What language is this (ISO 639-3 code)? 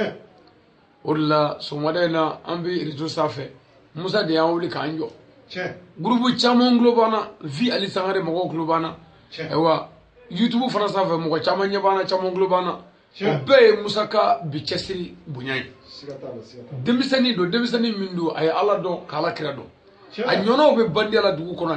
bam